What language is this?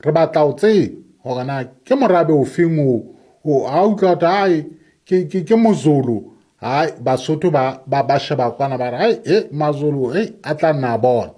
Southern Sotho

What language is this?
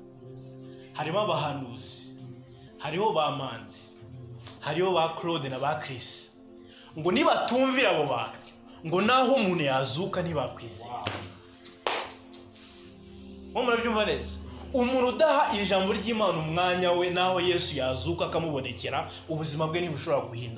Kinyarwanda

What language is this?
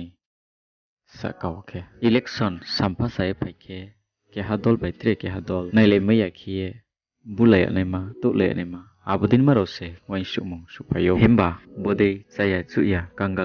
Riang (India)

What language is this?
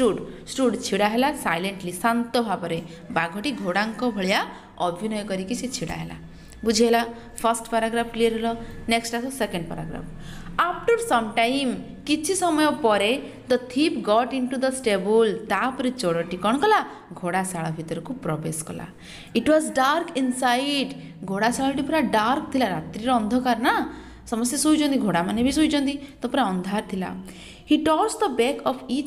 Odia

